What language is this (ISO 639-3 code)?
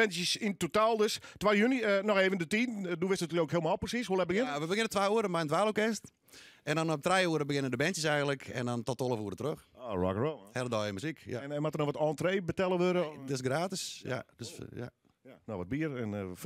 fry